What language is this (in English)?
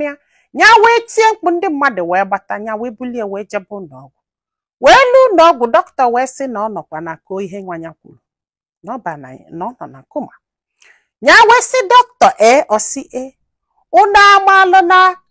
Igbo